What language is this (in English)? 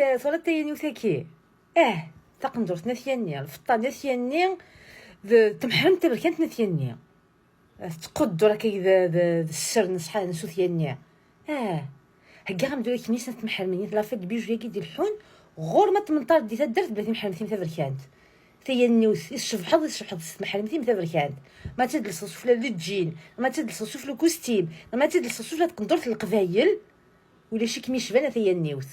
Kabyle